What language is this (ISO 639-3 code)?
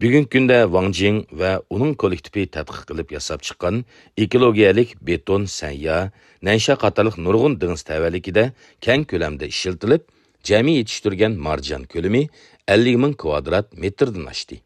uig